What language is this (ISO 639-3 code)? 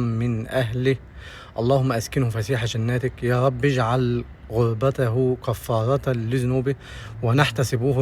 arz